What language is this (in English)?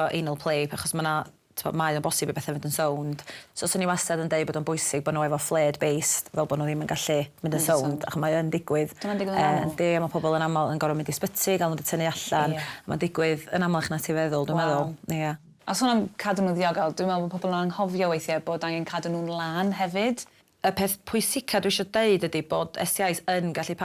Welsh